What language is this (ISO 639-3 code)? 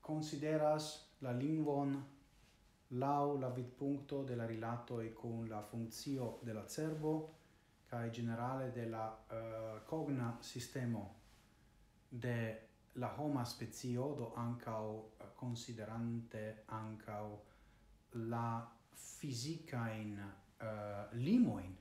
epo